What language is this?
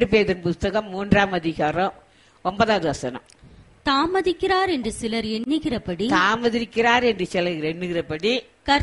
Tamil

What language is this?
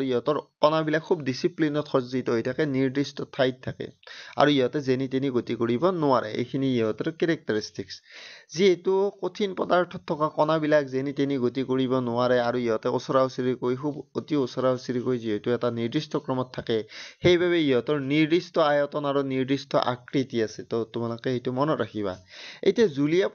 Assamese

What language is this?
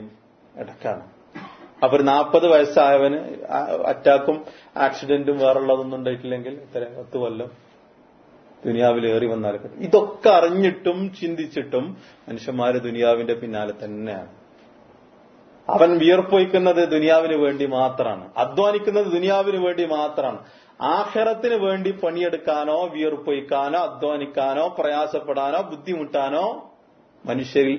Malayalam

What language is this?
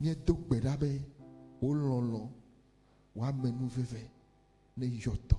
Ewe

